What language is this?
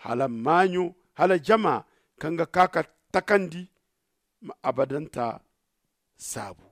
Zarma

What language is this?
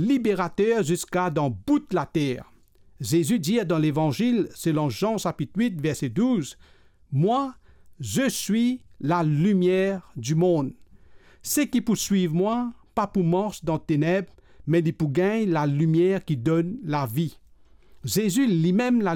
Morisyen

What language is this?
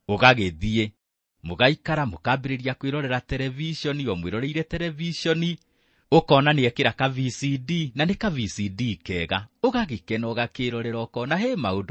Kikuyu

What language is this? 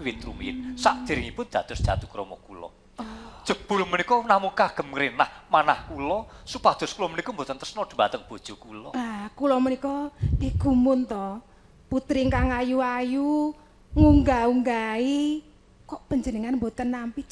Javanese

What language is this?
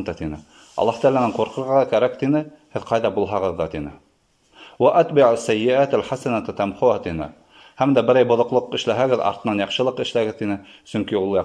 Bashkir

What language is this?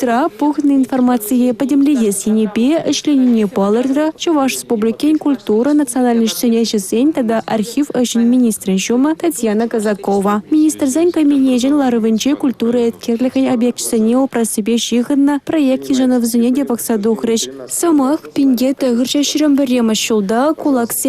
Chuvash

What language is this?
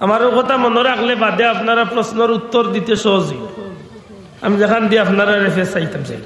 Sylheti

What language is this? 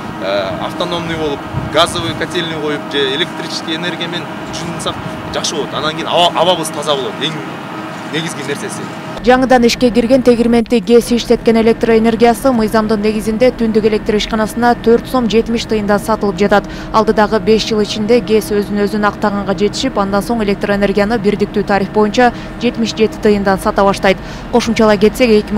Kyrgyz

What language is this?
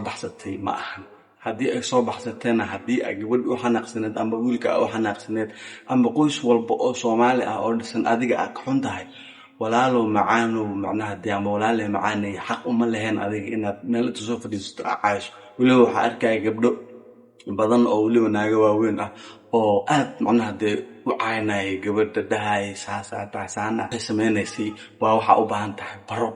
Somali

